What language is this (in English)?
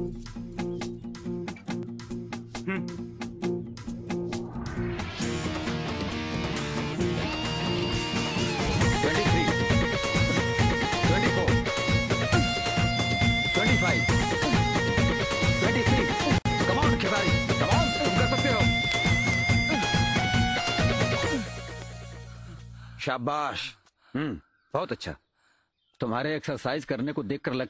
Bhojpuri